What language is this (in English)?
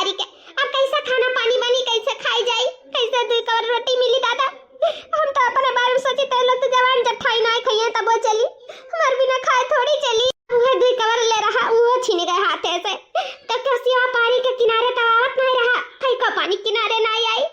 Awadhi